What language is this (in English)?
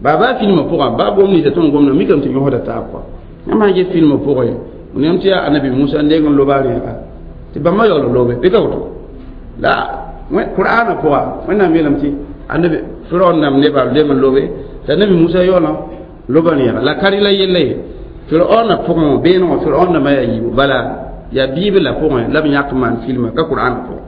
Mossi